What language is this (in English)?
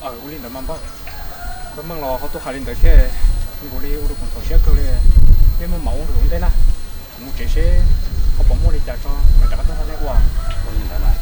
Hmong